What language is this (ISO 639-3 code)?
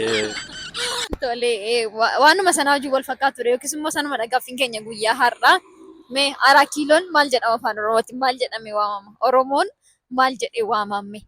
orm